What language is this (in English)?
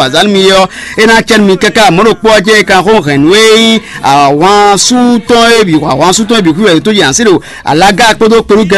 Fon